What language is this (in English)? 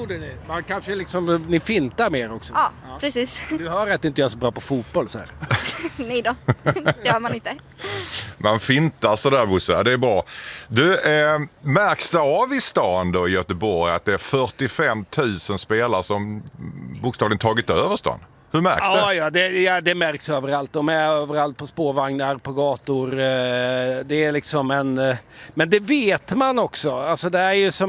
Swedish